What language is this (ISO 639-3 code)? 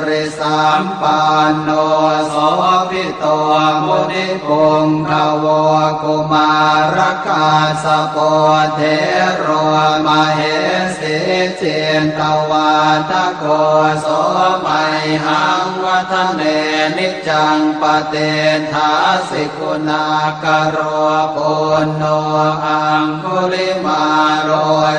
pli